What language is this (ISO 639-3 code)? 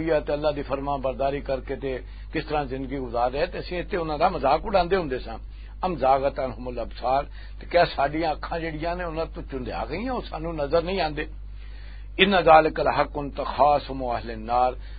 lah